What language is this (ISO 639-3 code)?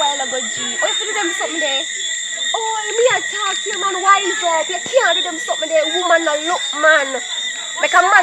jam